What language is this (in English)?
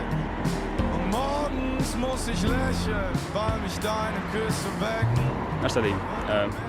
Tatar